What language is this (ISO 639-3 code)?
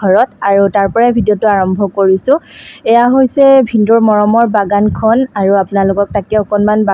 asm